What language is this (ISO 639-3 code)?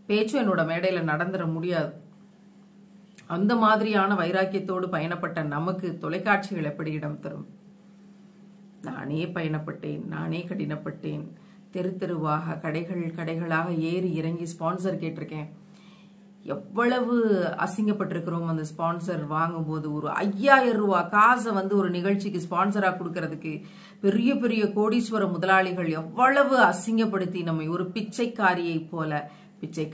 tam